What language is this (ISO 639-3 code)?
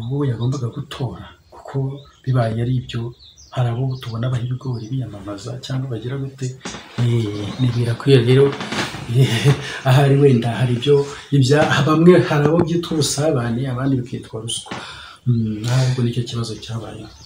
kin